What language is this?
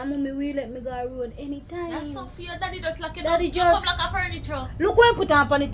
Jamaican Creole English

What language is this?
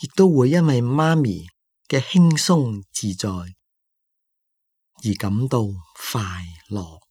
Cantonese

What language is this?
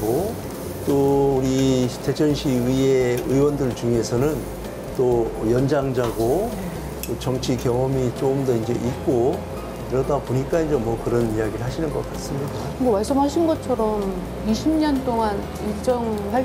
Korean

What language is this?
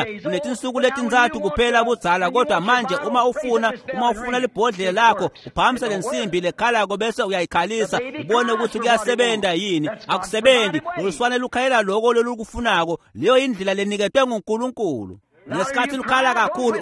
Swati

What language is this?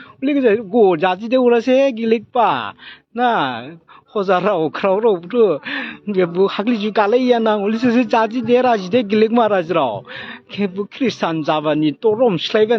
Dimasa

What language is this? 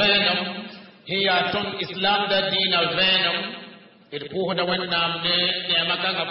Mossi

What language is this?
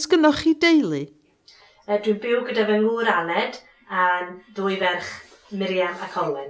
Welsh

